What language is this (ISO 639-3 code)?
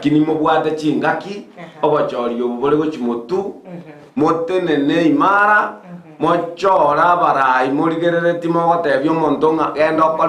guz